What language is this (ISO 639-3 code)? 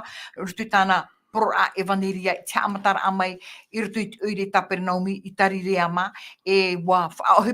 tah